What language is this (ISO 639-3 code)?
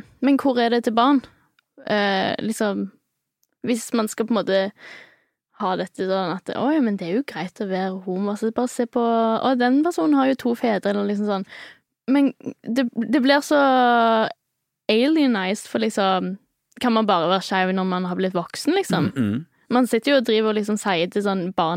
nor